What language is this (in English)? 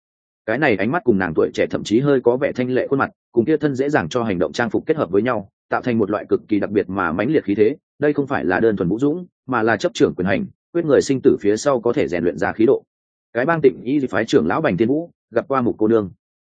Vietnamese